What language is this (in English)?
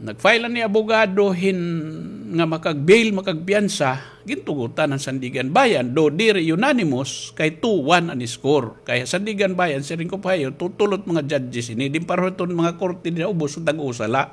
Waray